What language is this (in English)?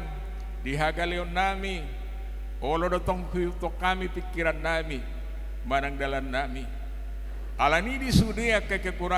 Batak Toba